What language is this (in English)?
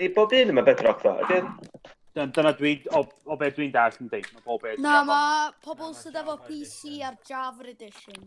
Welsh